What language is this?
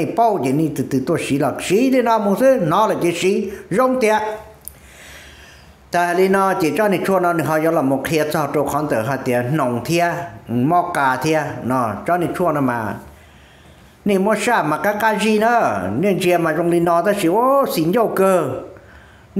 Vietnamese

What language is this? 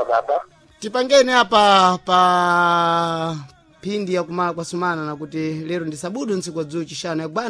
Sena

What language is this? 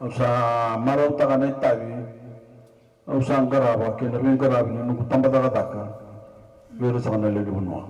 Fijian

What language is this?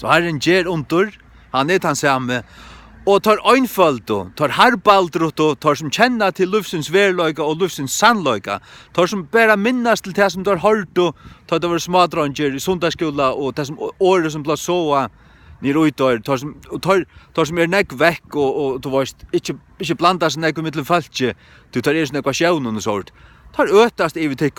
Faroese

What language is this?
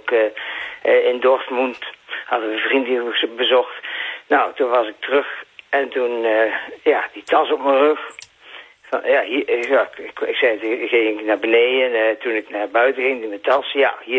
Dutch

